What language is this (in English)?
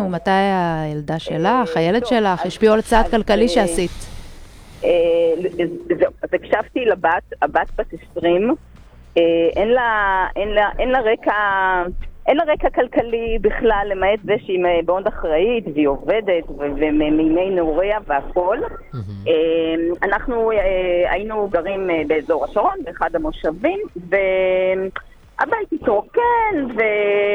Hebrew